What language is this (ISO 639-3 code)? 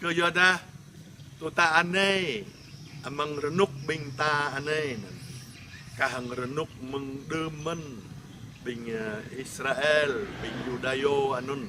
jra